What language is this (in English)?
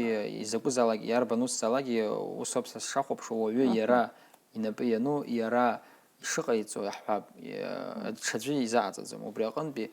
Abkhazian